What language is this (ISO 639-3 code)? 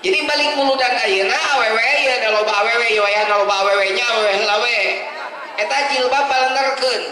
sun